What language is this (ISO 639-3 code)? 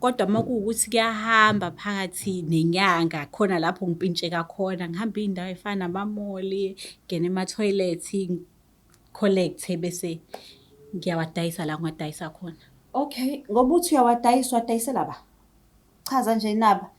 zul